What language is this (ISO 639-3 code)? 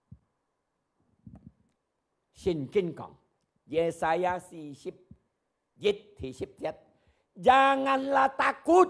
hak